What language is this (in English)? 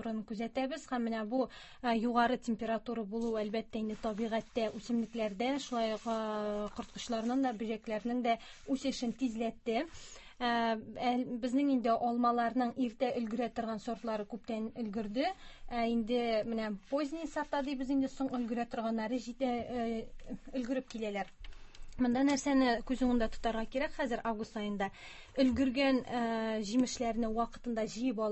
Tatar